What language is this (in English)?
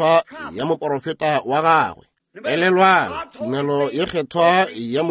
Northern Sotho